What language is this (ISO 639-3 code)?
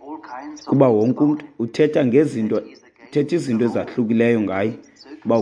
xho